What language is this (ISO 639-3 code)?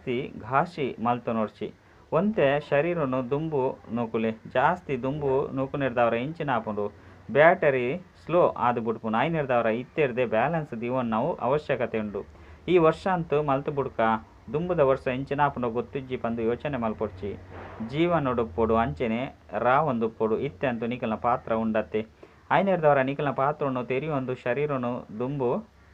tcy